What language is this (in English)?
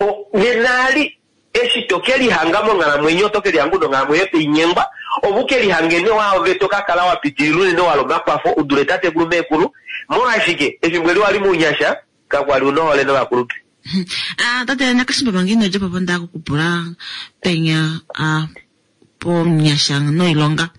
Kuanyama